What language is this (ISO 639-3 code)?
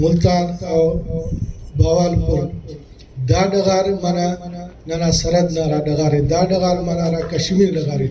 brh